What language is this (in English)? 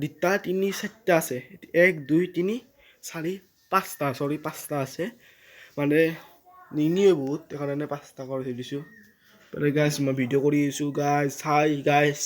Assamese